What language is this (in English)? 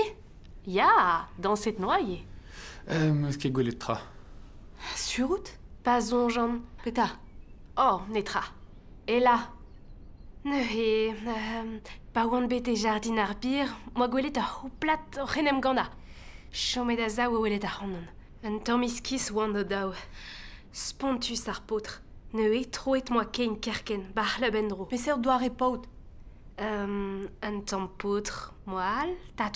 Breton